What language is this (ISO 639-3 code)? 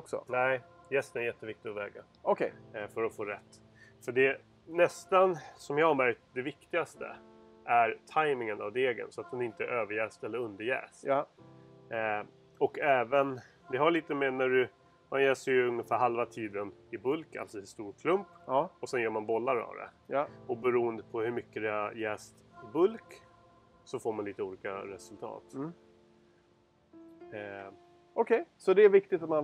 swe